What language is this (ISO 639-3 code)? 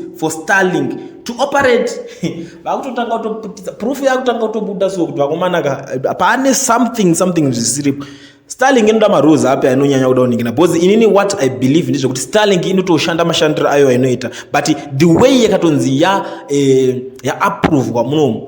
sna